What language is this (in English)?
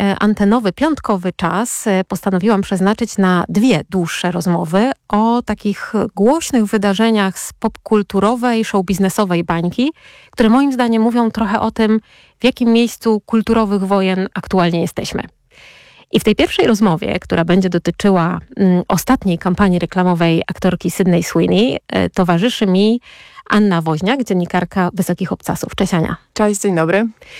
Polish